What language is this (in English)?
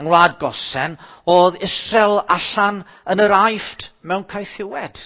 Welsh